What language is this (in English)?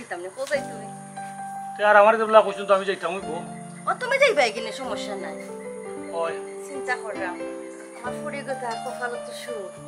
Sylheti